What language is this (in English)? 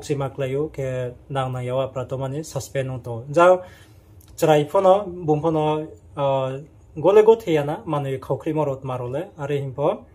Riang (India)